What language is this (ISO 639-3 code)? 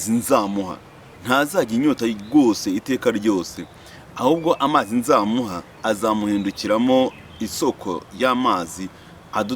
kin